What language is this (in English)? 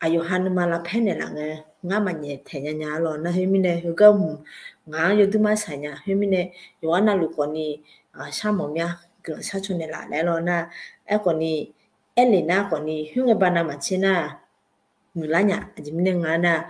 Akha